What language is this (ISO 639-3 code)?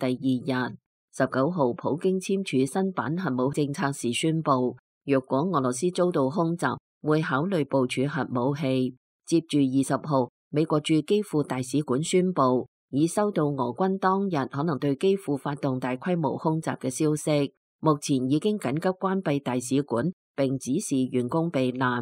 yue